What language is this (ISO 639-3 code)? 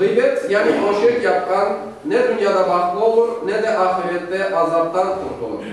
crh